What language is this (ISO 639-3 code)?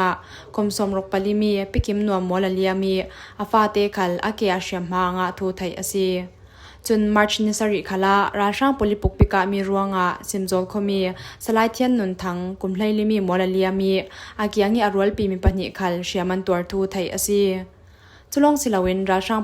cfm